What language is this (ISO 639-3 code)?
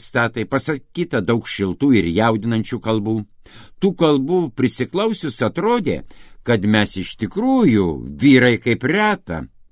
lit